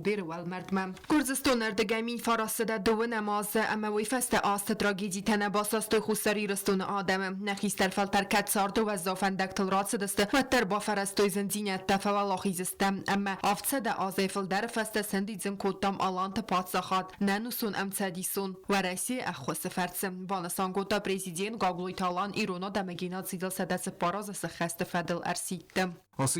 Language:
Ossetic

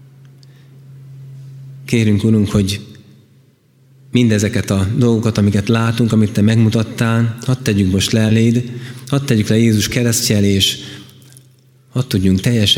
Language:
Hungarian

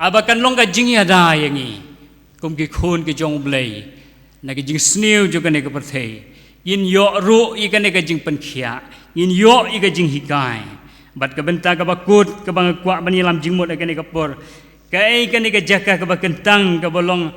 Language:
Khasi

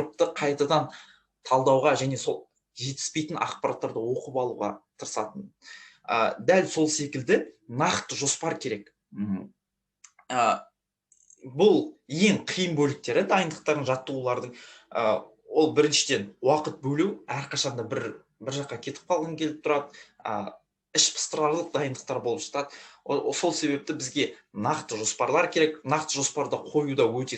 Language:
Kazakh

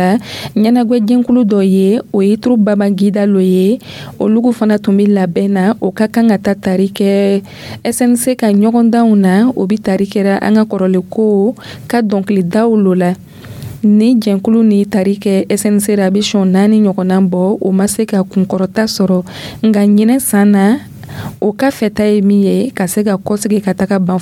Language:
Dyula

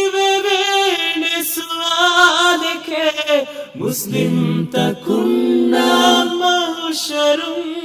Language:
Divehi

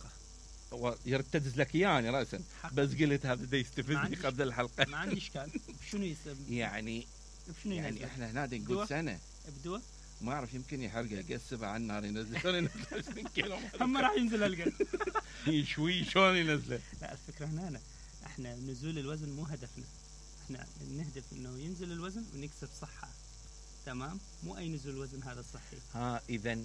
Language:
Mesopotamian Arabic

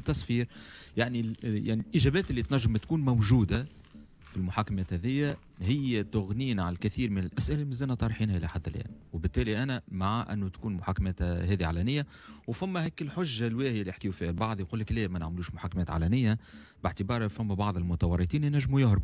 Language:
Tunisian Arabic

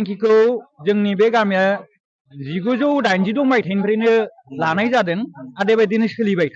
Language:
Bodo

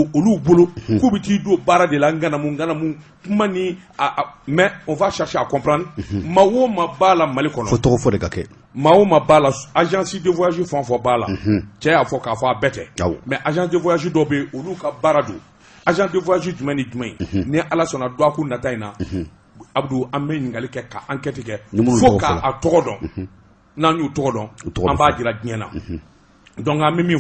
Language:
Bambara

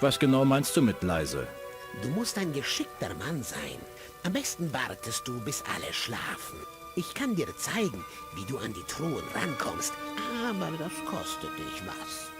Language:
Bavarian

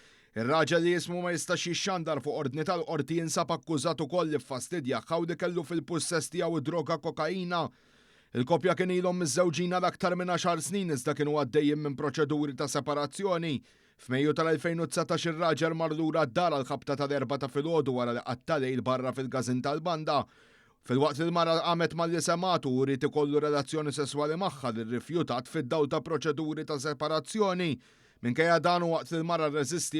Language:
Maltese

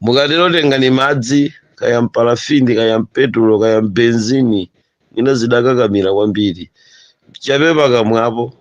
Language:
Nyanja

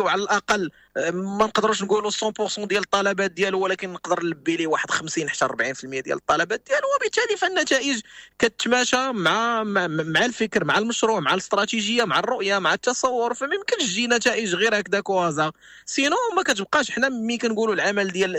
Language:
Moroccan Arabic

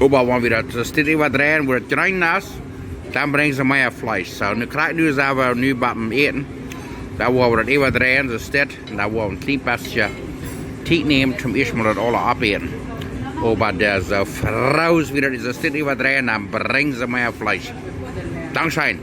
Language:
Plautdietsch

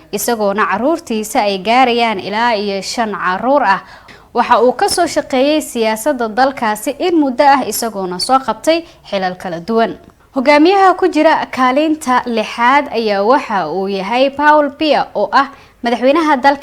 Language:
Somali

